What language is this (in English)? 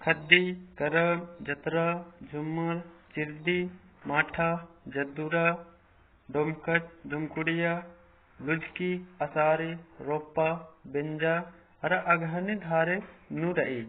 Kurukh